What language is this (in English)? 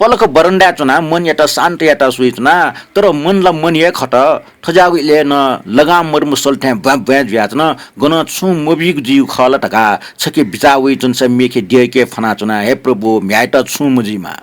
Newari